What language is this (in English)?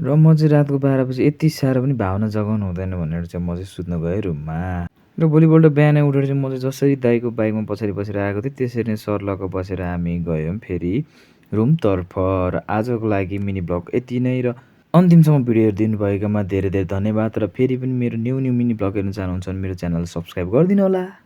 Nepali